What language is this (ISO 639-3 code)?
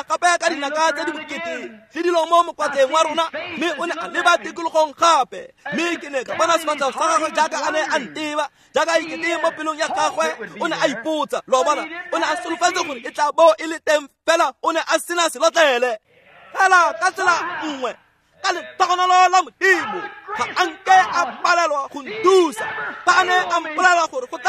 tsn